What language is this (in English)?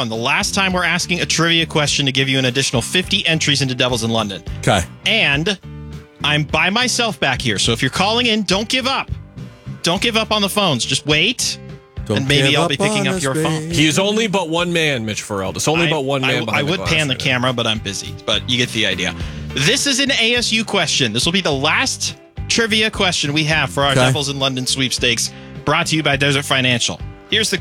English